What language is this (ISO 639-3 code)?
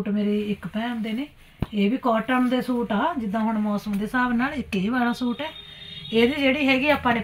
pan